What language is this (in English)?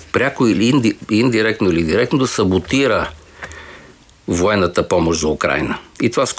Bulgarian